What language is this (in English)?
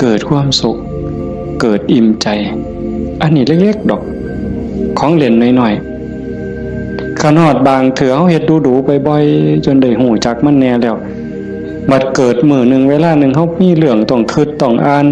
Northeastern Thai